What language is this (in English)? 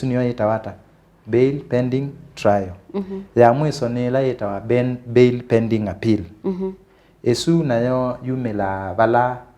Kamba